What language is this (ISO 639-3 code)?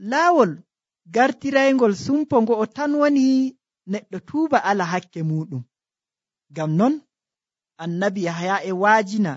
fuv